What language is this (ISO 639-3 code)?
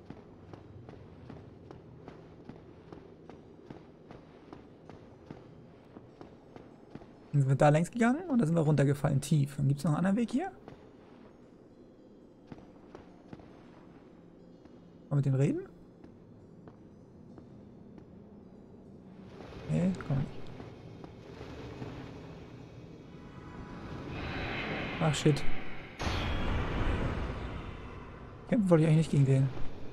deu